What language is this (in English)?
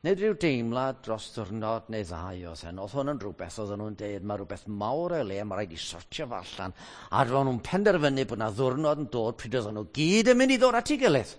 Welsh